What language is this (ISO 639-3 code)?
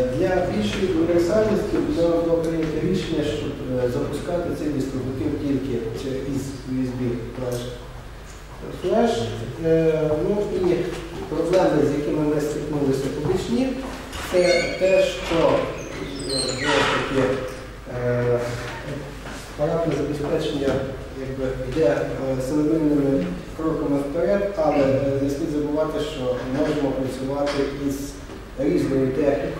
ukr